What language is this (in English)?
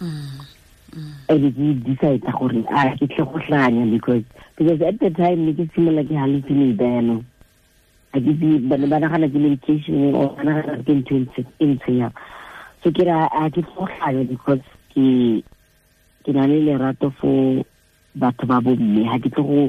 Tswana